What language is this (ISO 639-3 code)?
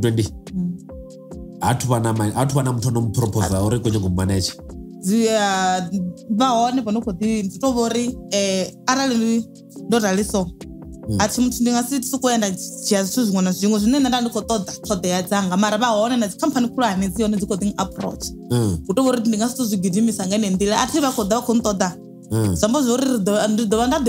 ven